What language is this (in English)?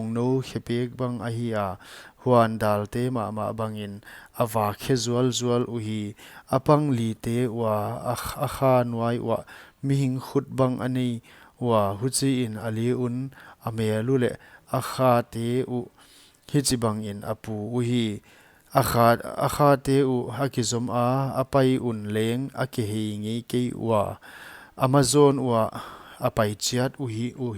Paite Chin